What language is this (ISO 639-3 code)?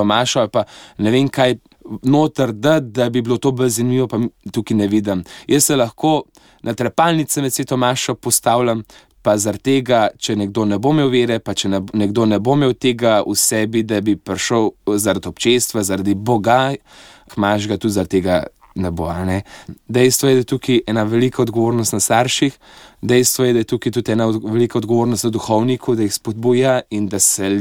slv